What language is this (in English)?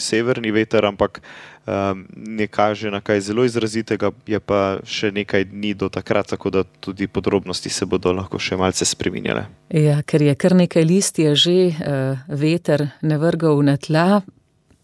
Slovenian